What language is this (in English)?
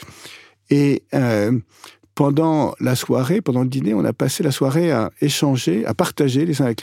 French